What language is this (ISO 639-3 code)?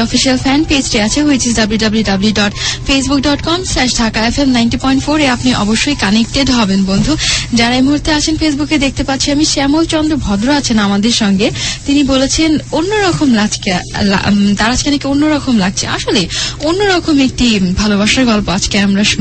ben